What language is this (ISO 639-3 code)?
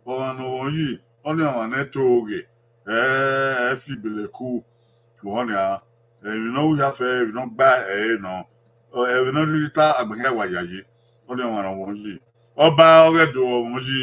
bin